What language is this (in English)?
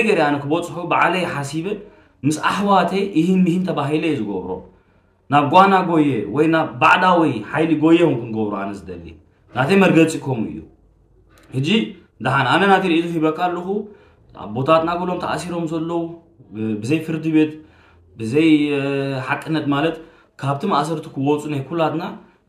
Tigrinya